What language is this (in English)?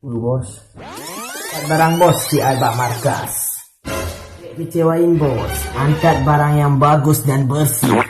Achinese